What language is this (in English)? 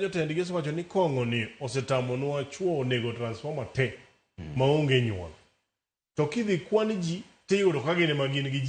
Luo (Kenya and Tanzania)